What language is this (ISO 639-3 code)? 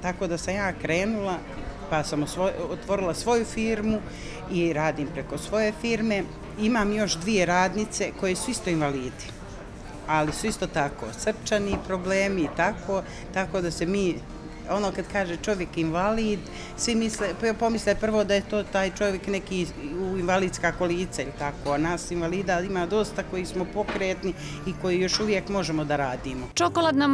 bos